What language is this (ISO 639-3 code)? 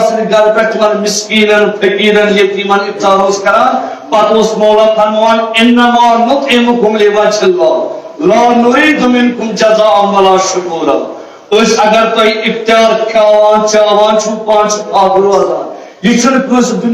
kas